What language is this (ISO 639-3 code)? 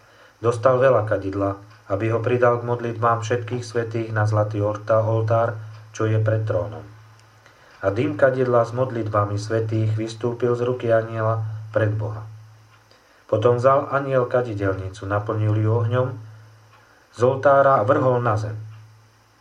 slk